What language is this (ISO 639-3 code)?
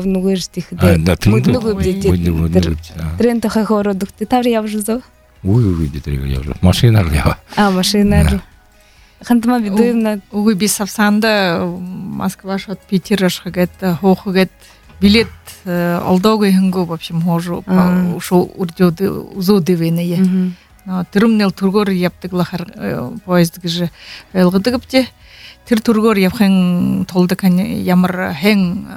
bua